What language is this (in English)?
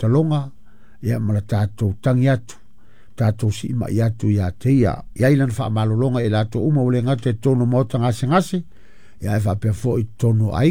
Samoan